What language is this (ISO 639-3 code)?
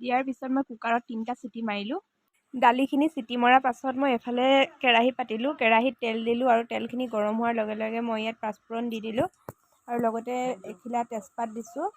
asm